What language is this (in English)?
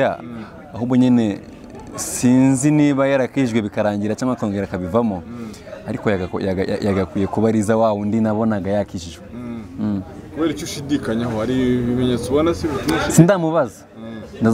Kinyarwanda